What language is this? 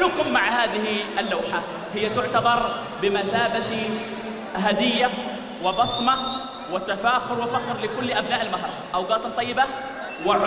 Arabic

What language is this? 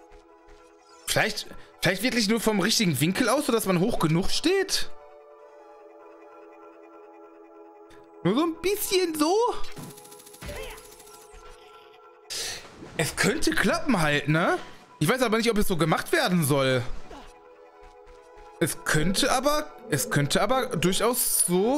German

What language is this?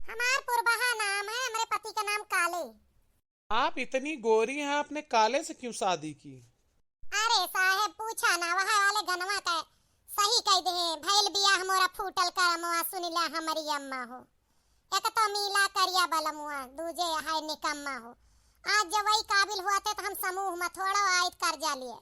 Awadhi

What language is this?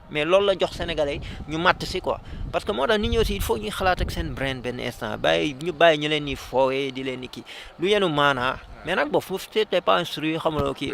Wolof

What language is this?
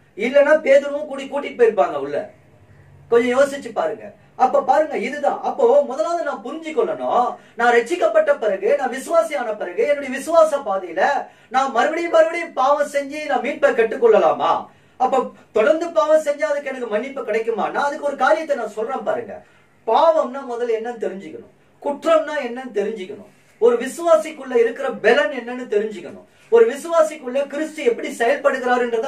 Tamil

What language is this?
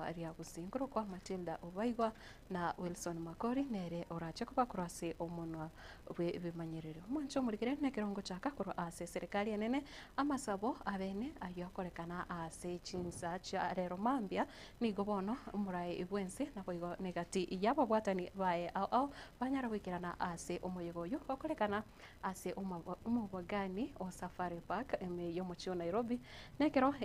Gusii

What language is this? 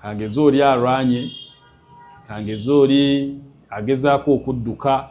Ganda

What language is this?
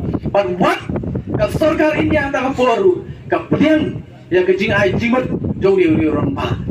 Khasi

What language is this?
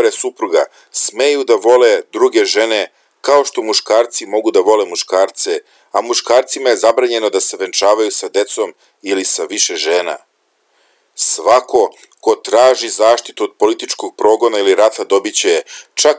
Serbian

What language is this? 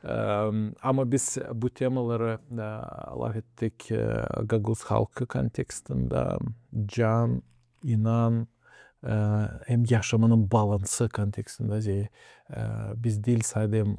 Gagauz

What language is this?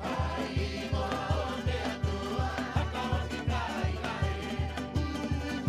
Rapanui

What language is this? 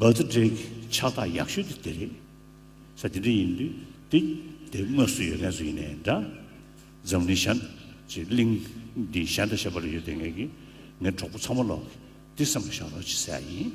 Tibetan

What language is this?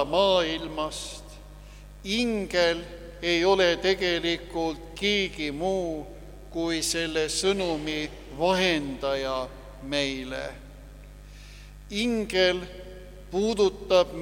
Estonian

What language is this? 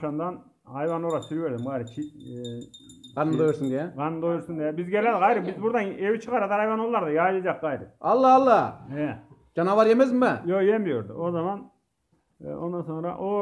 Turkish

